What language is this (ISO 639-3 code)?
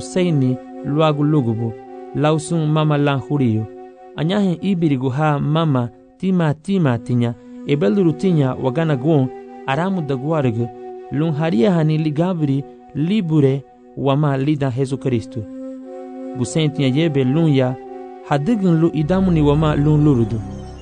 cab